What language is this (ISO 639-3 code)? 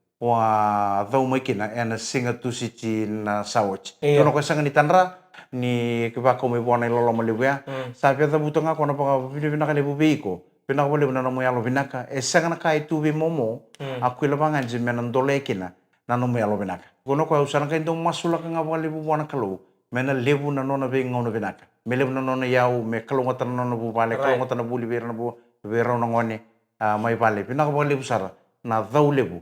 fij